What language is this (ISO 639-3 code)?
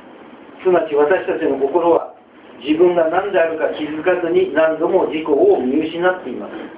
jpn